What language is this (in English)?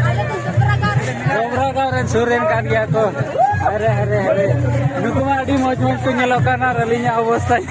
Santali